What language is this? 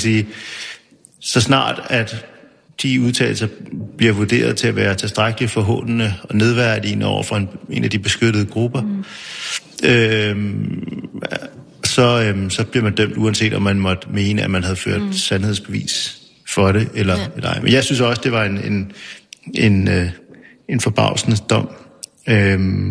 Danish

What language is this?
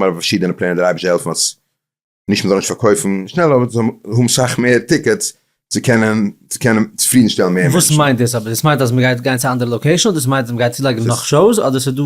Yiddish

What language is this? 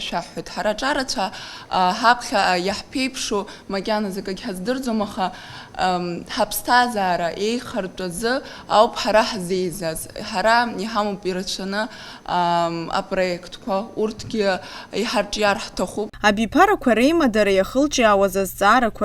Abkhazian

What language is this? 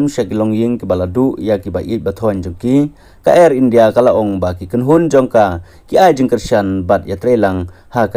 Khasi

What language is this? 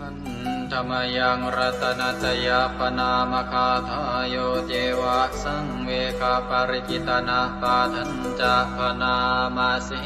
Pali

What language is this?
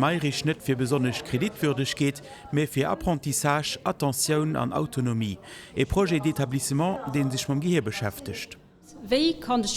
Luxembourgish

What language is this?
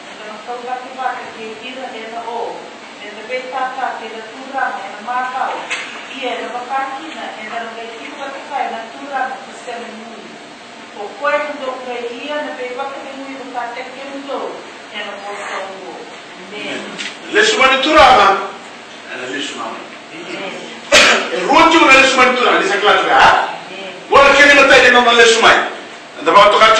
Fijian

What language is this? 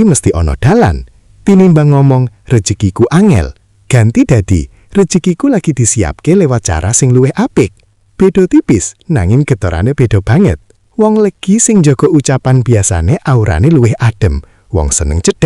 Javanese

